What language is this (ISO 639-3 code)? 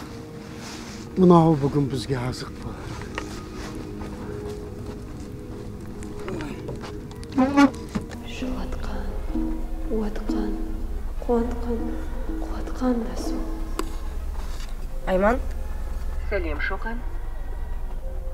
kaz